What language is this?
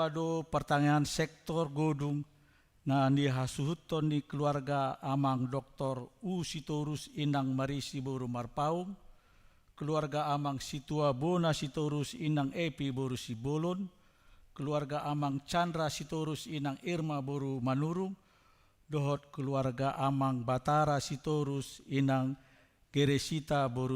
Batak Toba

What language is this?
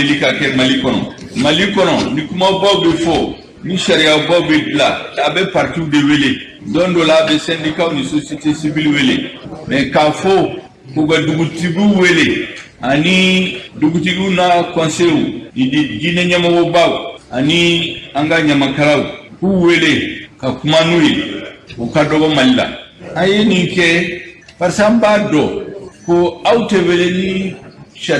Bambara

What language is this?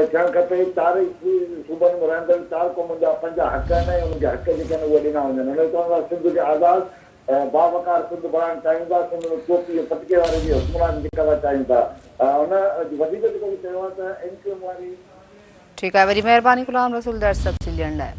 Sindhi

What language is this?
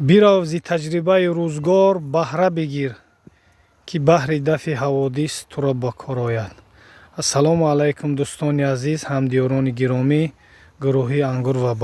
Tajik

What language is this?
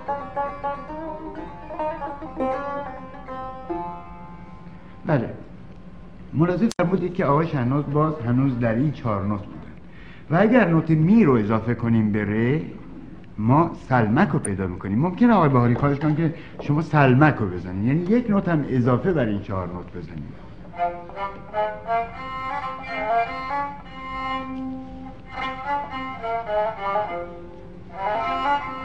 Persian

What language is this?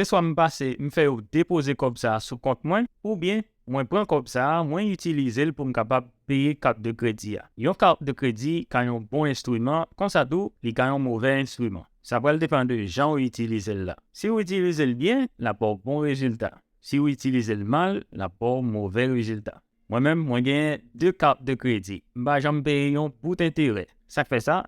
Haitian Creole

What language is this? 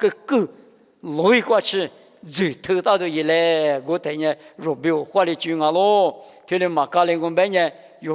Lisu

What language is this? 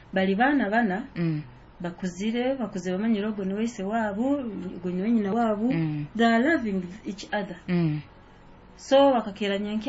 Nyoro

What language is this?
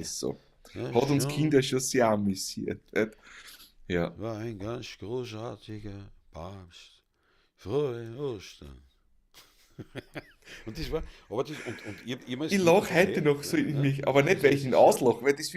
Bavarian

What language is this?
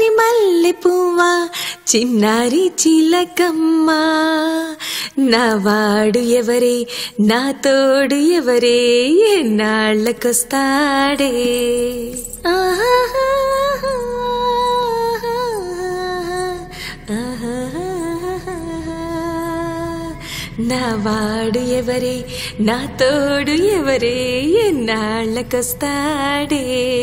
Telugu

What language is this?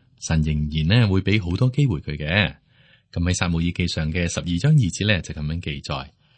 Cantonese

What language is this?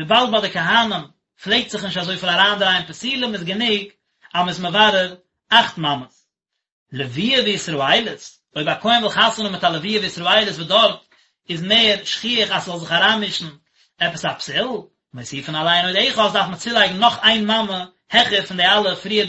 Yiddish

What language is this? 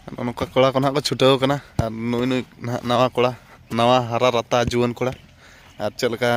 Santali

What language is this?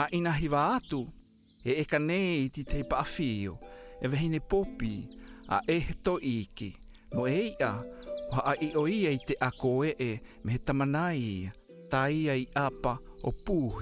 South Marquesan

